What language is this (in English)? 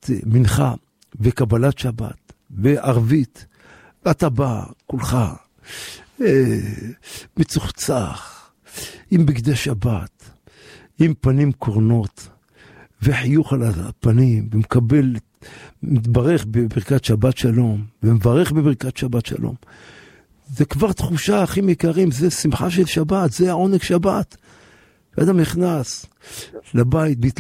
Hebrew